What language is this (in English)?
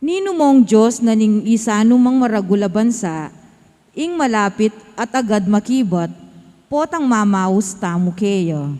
Pampanga